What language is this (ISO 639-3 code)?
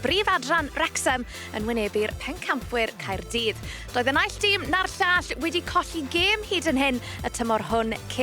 cym